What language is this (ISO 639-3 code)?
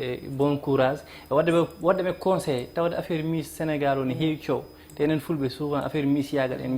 ful